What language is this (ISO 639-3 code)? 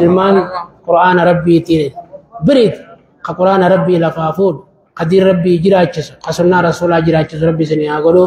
orm